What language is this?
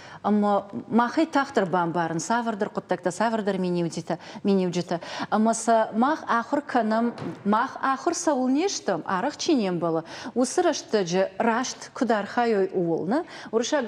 Ossetic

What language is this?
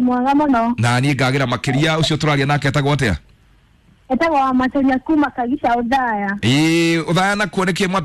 Kikuyu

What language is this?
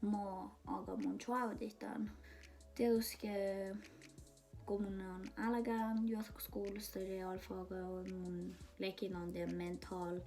Northern Sami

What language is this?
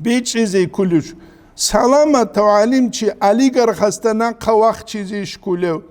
Avaric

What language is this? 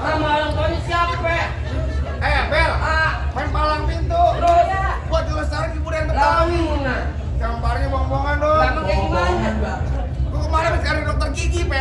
Betawi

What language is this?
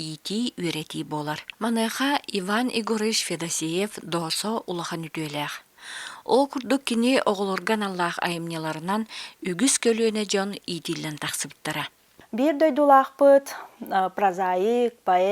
Yakut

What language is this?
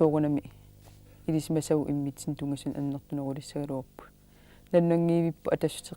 Kalaallisut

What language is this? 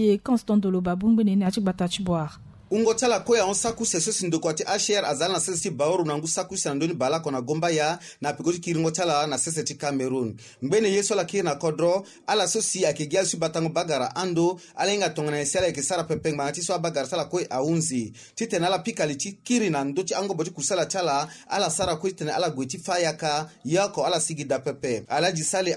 Sango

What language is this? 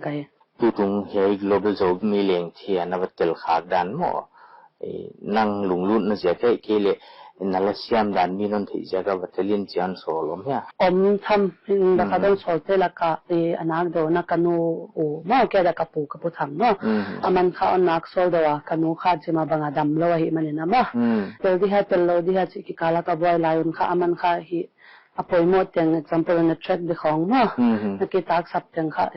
Paite Chin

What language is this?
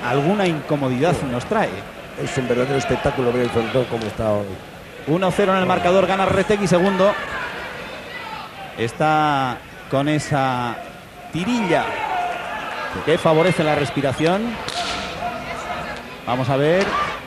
Spanish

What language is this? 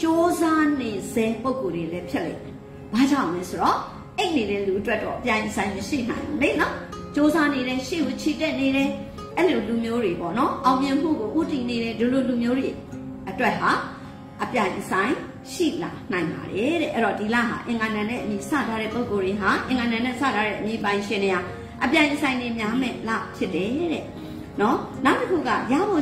Burmese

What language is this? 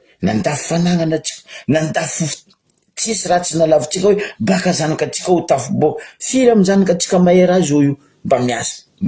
Malagasy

